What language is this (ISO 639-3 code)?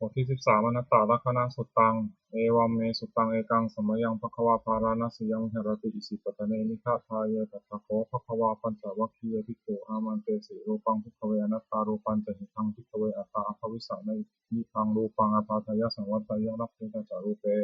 pli